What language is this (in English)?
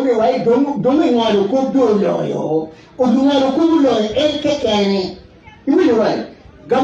Acoli